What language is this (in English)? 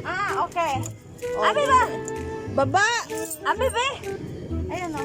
Cebuano